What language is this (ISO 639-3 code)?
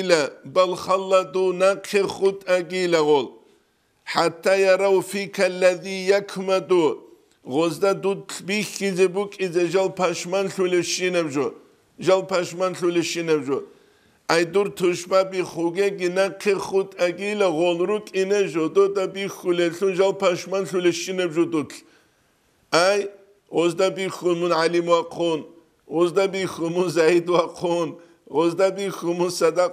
ava